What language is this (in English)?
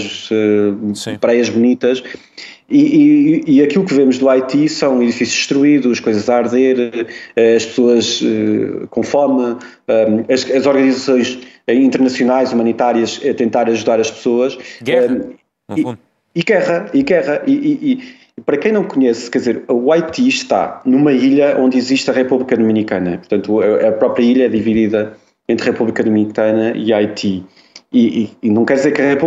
Portuguese